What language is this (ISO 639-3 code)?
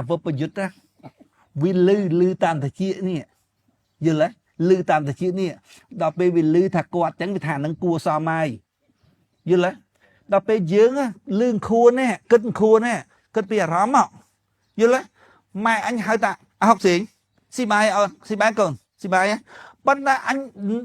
khm